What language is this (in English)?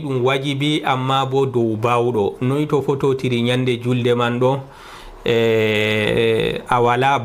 Fula